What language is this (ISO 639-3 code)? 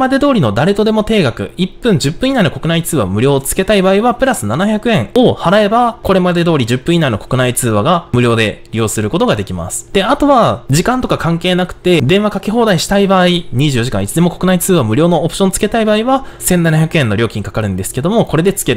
jpn